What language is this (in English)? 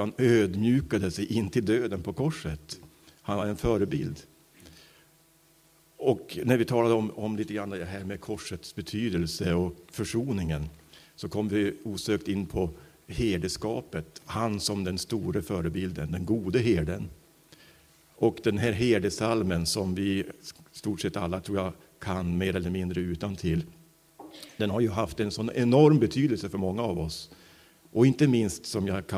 Swedish